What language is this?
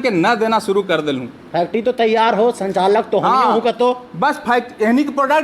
Magahi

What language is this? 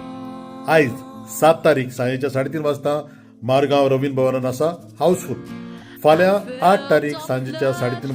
Konkani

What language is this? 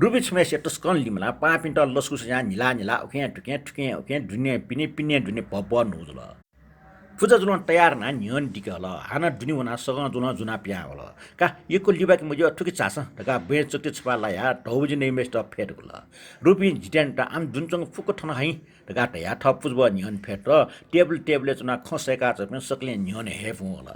Newari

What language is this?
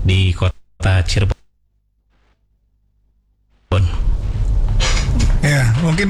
Indonesian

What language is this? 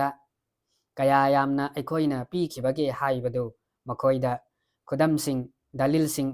Manipuri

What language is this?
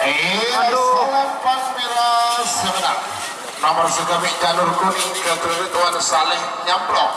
Madurese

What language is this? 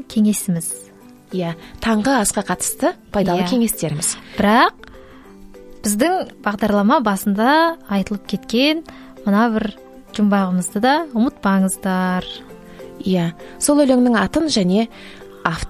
Kazakh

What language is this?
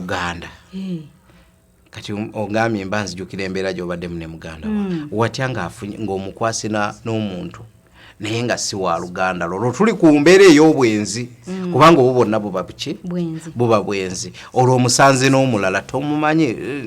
Ganda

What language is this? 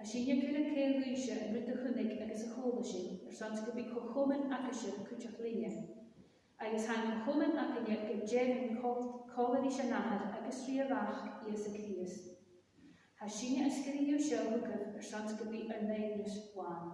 Scottish Gaelic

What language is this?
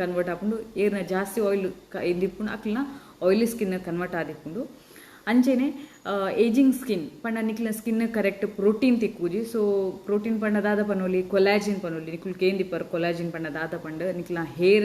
Tulu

